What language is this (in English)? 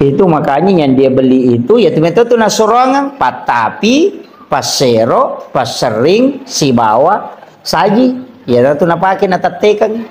Buginese